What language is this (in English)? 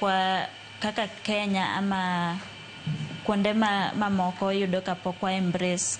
Luo (Kenya and Tanzania)